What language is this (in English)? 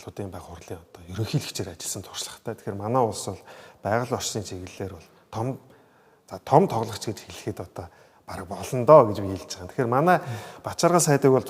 Mongolian